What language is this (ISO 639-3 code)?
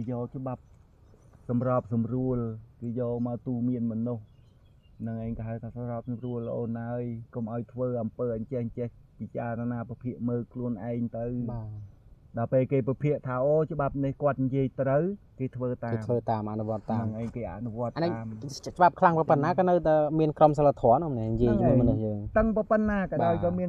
khm